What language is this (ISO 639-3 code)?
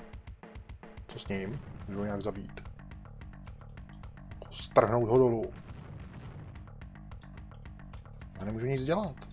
ces